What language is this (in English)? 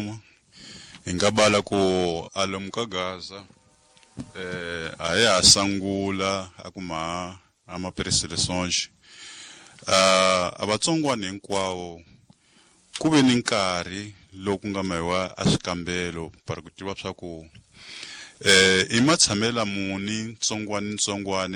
Tsonga